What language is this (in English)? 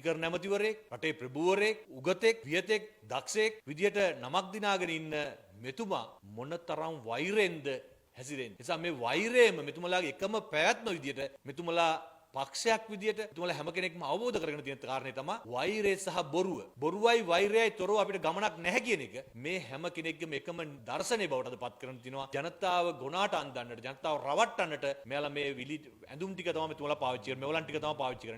Sinhala